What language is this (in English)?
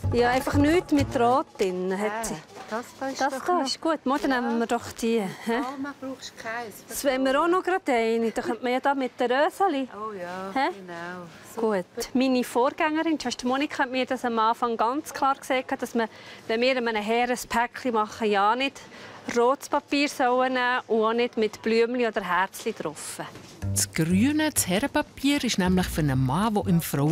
Swiss German